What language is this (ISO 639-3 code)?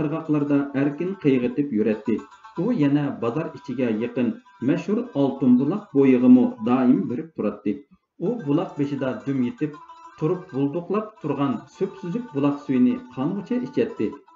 uig